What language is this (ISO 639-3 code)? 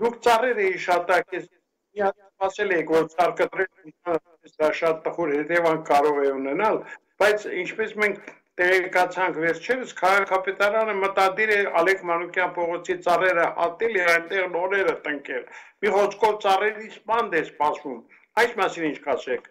hye